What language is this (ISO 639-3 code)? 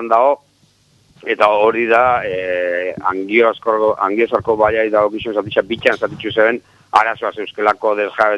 eus